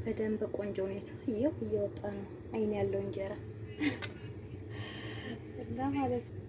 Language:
Amharic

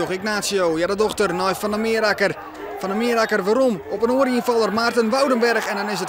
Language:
Western Frisian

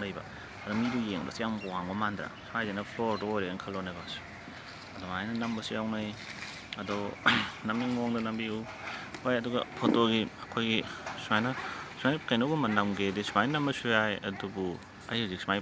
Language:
Manipuri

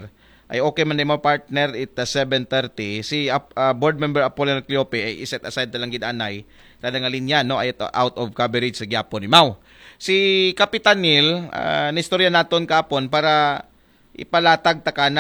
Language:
Aklanon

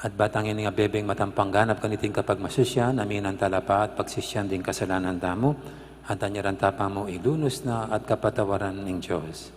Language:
Pampanga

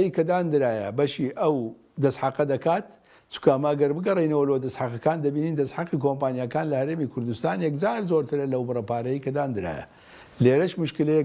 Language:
Central Kurdish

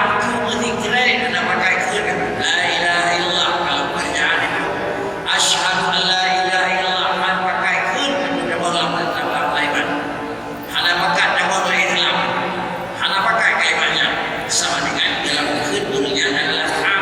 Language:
Achinese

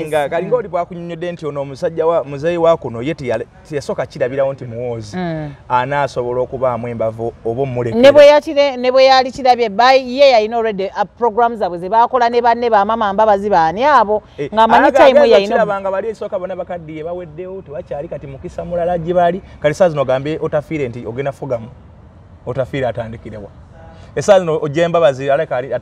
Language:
Ganda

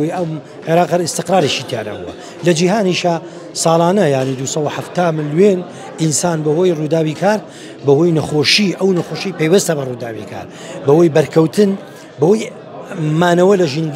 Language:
Central Kurdish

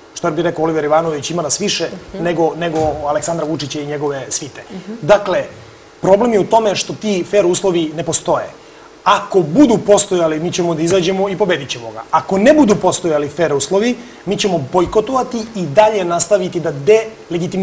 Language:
Serbian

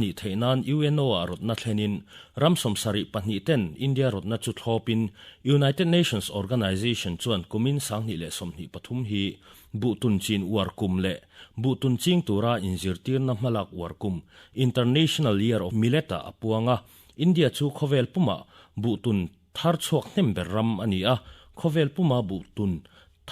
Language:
Mizo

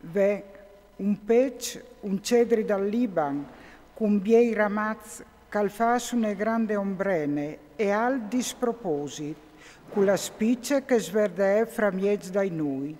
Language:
Friulian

